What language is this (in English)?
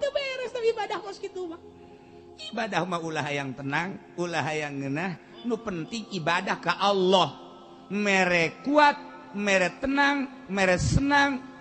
Sundanese